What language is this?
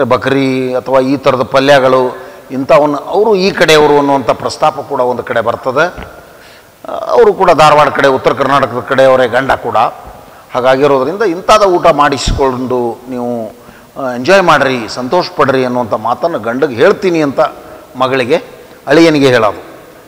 Kannada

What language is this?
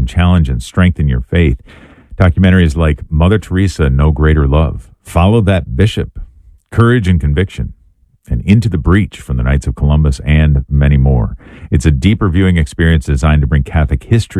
English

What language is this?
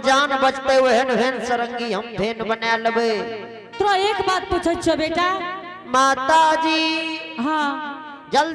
Angika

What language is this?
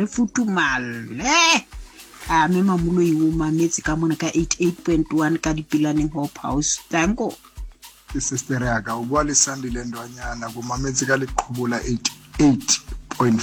Southern Sotho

